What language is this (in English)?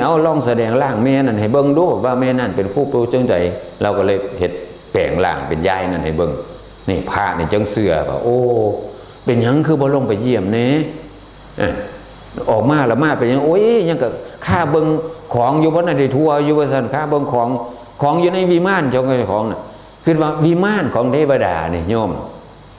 Northeastern Thai